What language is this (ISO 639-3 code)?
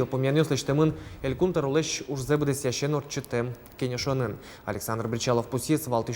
udm